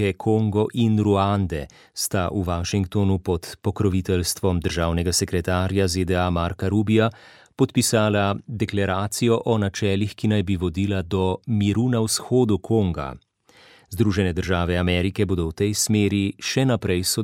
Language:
Slovenian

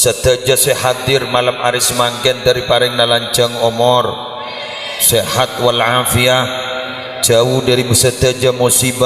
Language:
Madurese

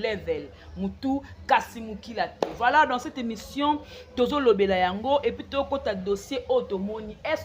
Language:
Lingala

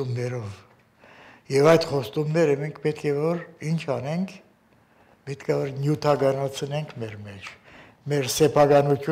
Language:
Armenian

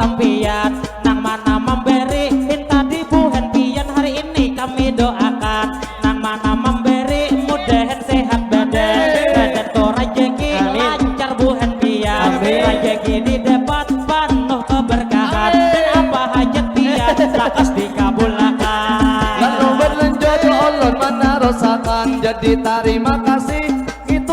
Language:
Banjar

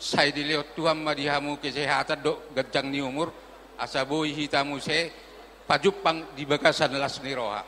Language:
Batak Toba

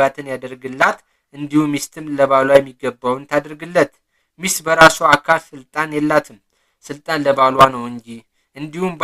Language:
Amharic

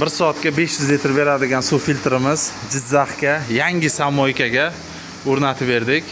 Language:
Uzbek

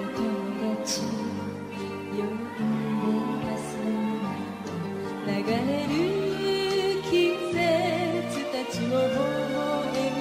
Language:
Japanese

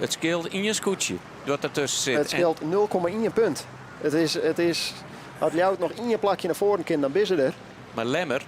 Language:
Western Frisian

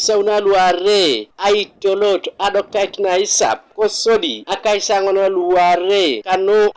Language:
Teso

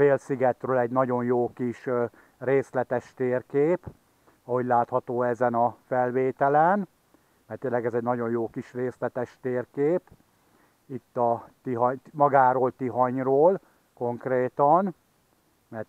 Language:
Hungarian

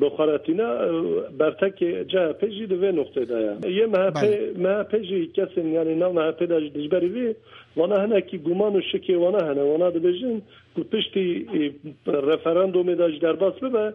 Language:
Kurdish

